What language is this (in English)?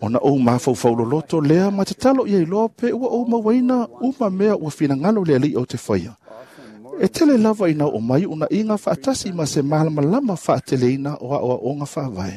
Samoan